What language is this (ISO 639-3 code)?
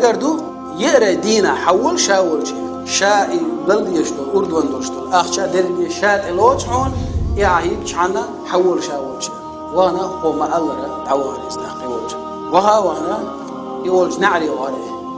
che